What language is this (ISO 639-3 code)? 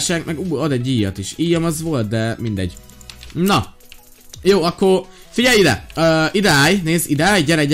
hun